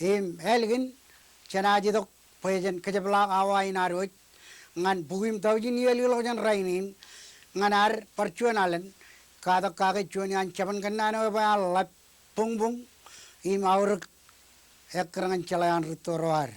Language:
Marshallese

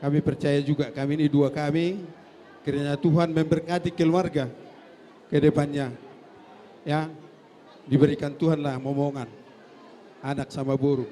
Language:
Batak Toba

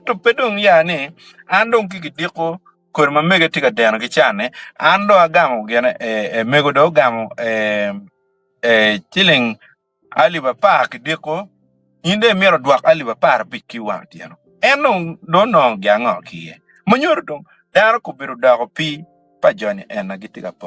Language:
Acoli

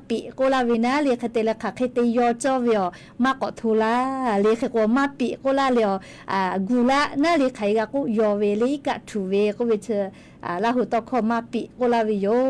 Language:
Lahu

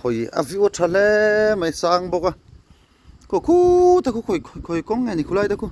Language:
Mizo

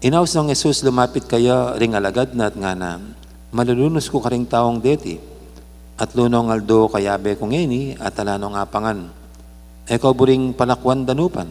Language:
Pampanga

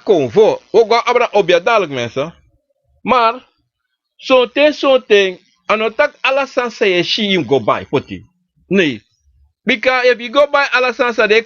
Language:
Sranan Tongo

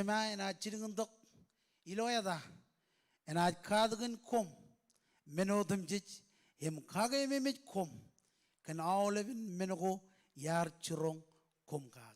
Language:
Marshallese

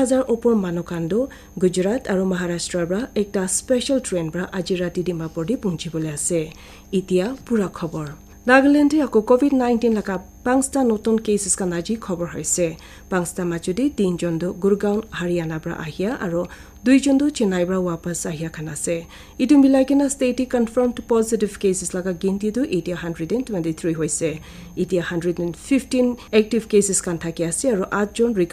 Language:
Naga Pidgin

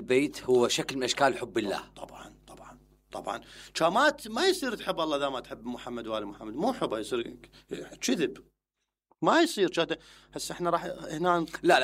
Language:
Mesopotamian Arabic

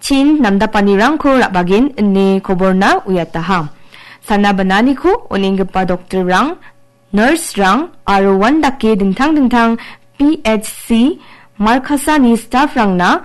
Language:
Garo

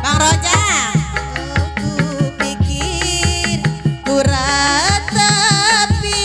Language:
Betawi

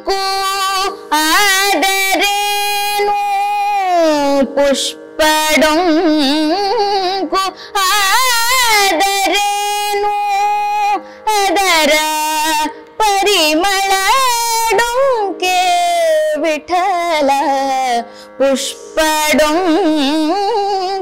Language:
Kannada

